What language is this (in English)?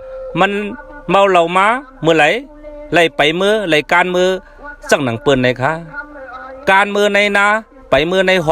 Shan